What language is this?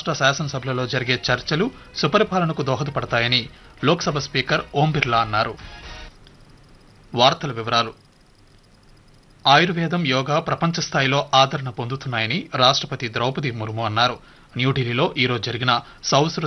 Telugu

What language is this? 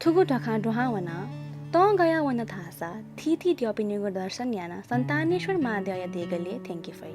Newari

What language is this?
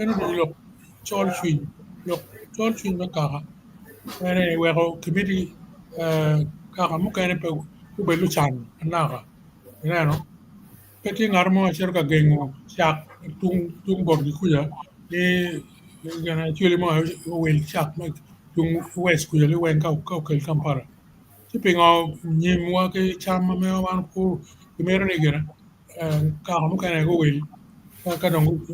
Acoli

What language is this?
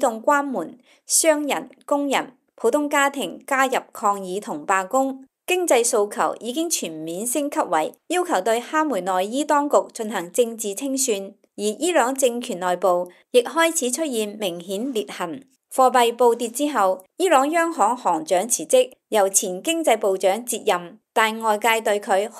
Cantonese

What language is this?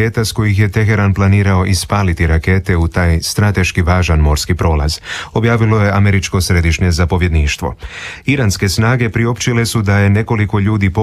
Croatian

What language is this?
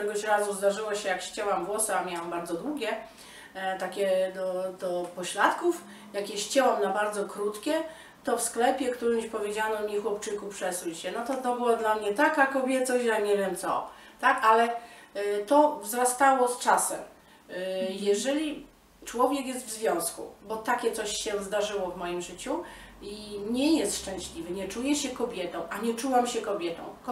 Polish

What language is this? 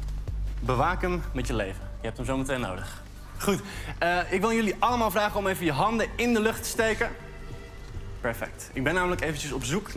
Dutch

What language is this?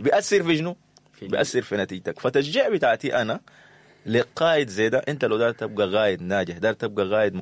Sudanese Arabic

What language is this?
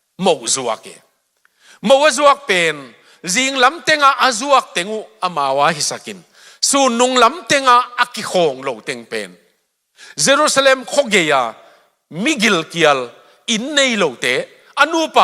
Tedim Chin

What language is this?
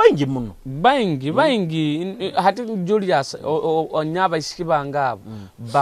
Nyoro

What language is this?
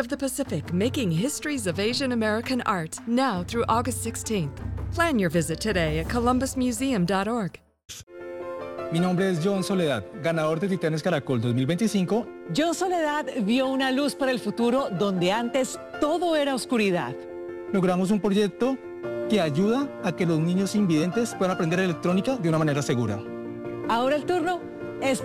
Spanish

